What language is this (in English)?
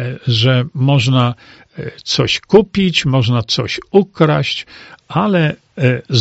Polish